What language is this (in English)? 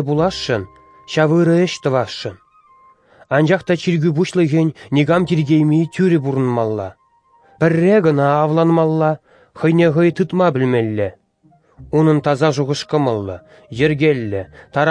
Chuvash